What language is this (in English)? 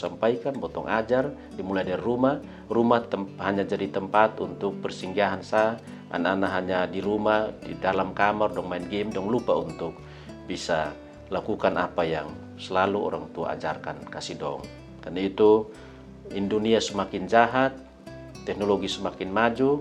Kupang Malay